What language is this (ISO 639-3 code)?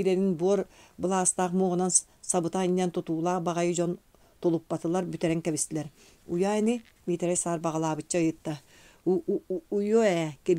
sah